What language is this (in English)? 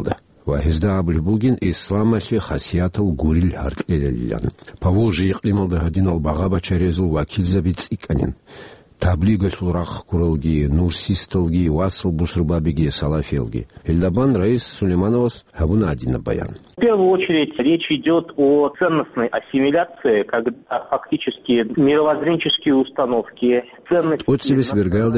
Avaric